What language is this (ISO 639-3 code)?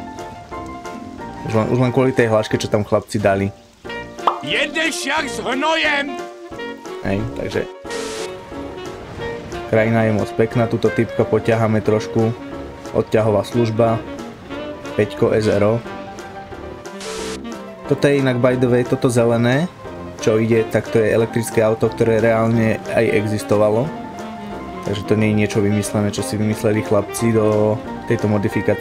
slk